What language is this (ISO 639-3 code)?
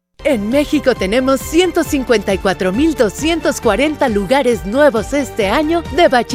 spa